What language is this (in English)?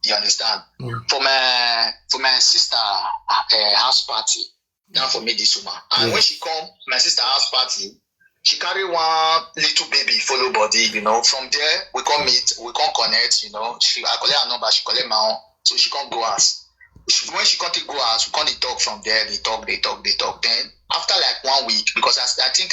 Nigerian Pidgin